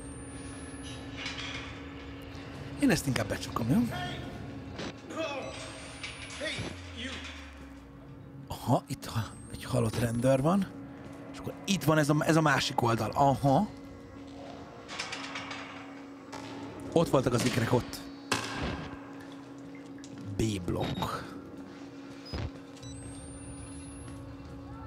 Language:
Hungarian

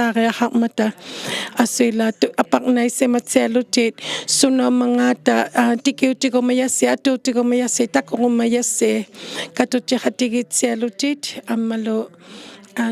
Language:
Inuktitut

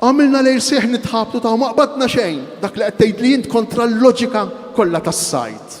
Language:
Maltese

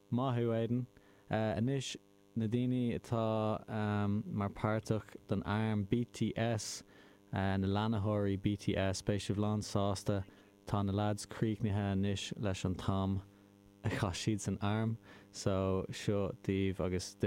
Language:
Irish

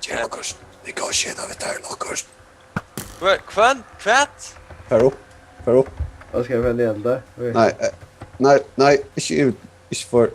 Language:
Faroese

